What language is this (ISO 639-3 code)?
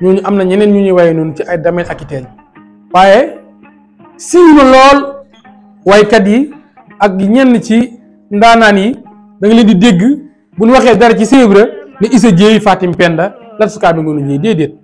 wol